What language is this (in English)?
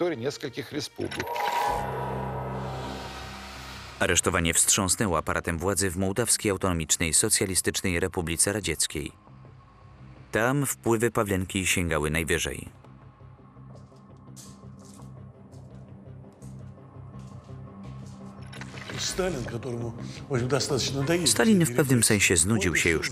Polish